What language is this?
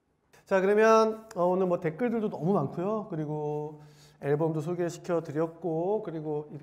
Korean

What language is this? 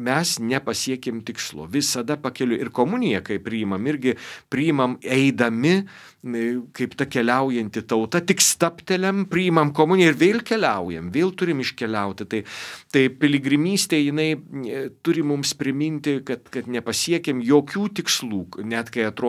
Lithuanian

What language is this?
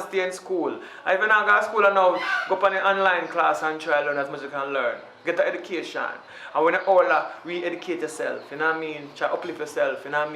Jamaican Creole English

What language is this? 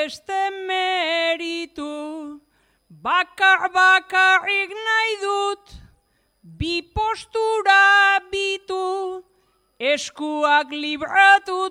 Basque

